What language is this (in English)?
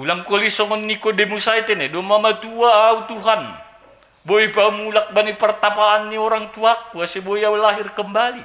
Batak Simalungun